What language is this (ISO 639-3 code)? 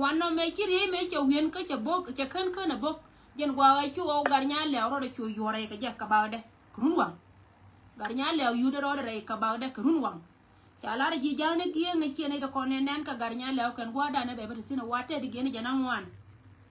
nus